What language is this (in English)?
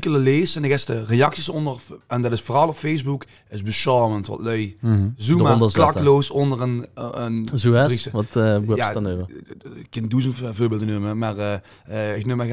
Limburgish